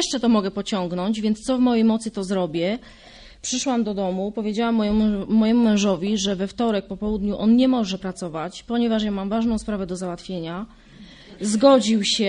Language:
Polish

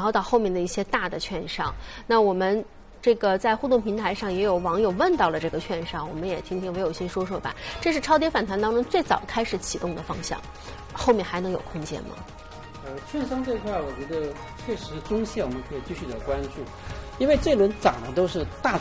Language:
Chinese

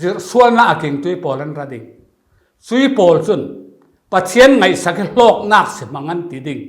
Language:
Falam Chin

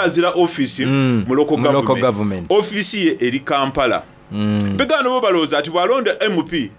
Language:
Soga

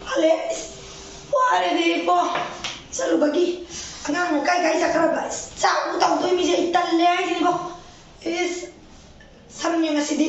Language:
Manipuri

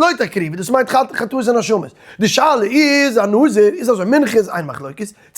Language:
Yiddish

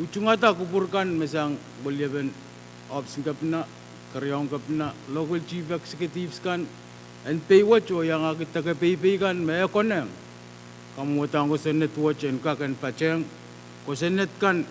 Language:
Pohnpeian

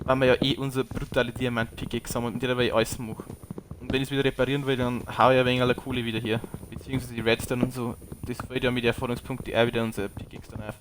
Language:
Bavarian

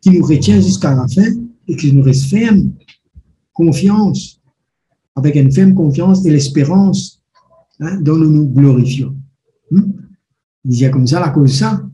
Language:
Morisyen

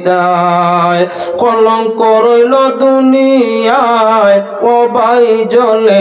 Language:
Sylheti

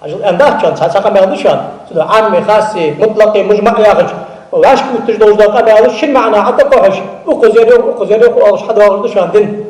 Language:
Ingush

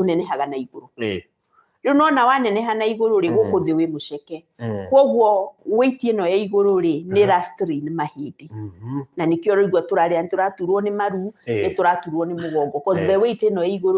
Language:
Kikuyu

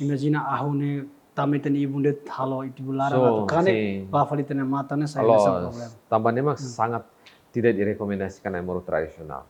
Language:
Tetum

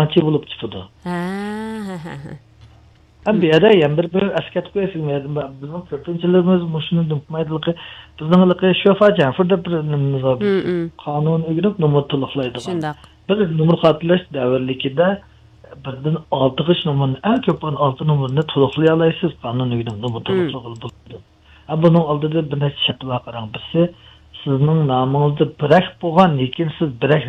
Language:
Uyghur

